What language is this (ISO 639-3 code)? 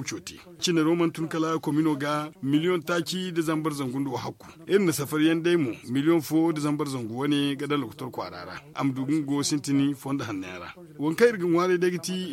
dje